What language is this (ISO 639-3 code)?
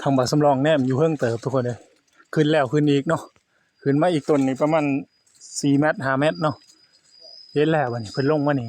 tts